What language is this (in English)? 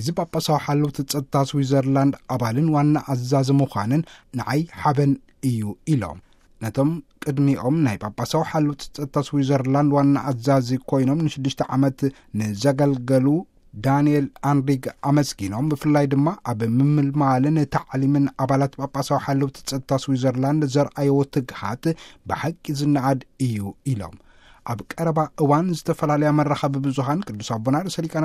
Tigrinya